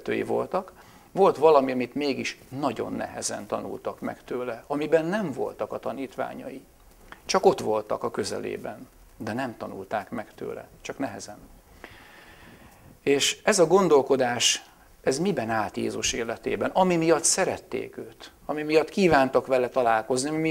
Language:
Hungarian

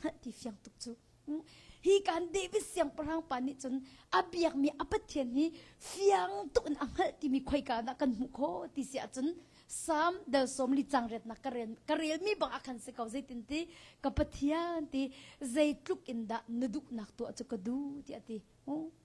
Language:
Hakha Chin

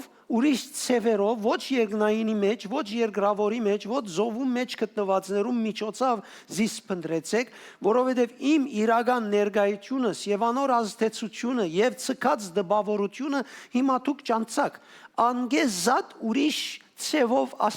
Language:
Western Armenian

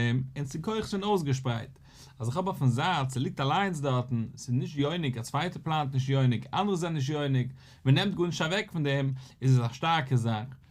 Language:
Yiddish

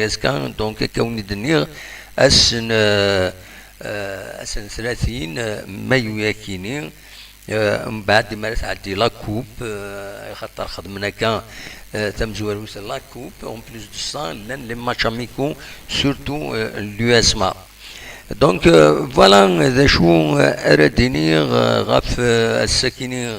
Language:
Kabyle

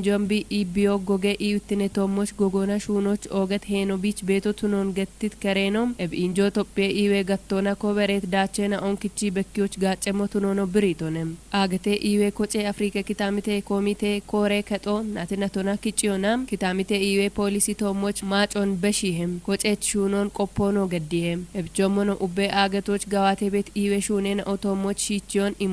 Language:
Kafa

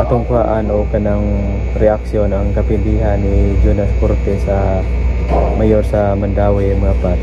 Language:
Cebuano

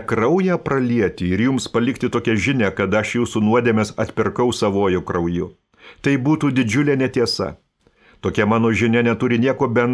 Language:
Lithuanian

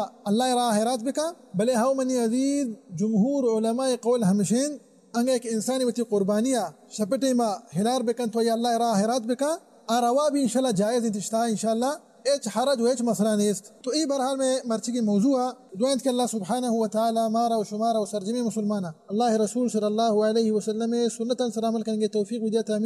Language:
Baluchi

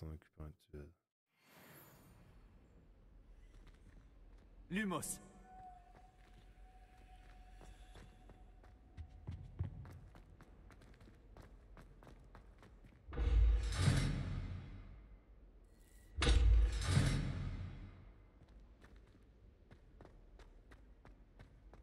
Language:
French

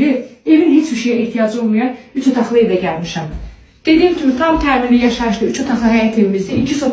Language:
Azerbaijani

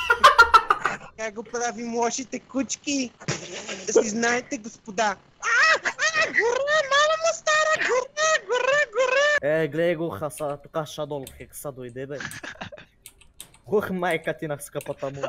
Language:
Bulgarian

